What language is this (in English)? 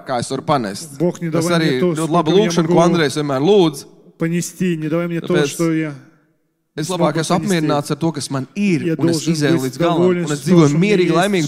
Latvian